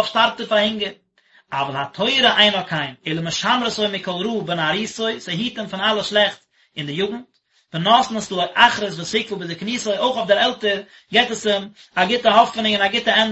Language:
Yiddish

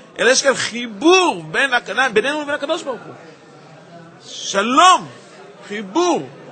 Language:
Hebrew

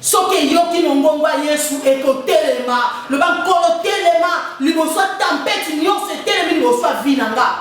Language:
Lingala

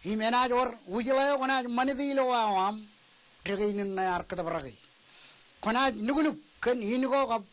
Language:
Marshallese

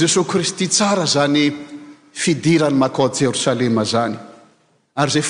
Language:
Malagasy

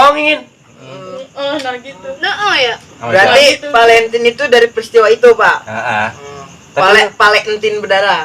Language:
Betawi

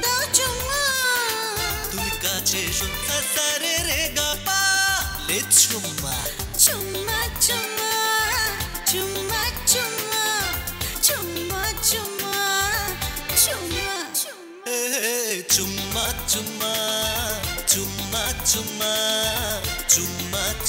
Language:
Bangla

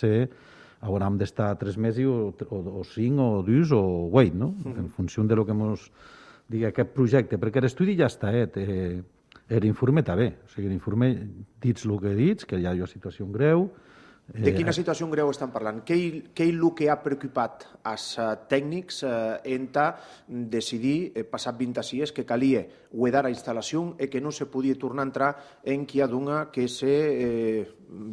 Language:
Catalan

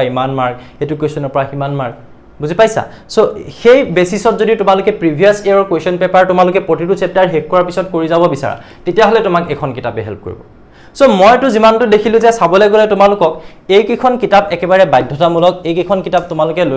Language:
Assamese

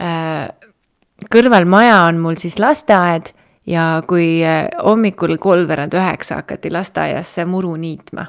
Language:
Estonian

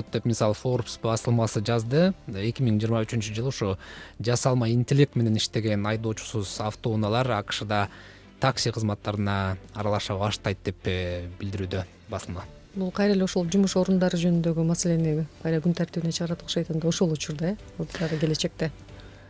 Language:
Kyrgyz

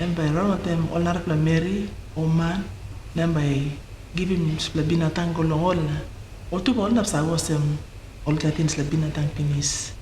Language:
Tok Pisin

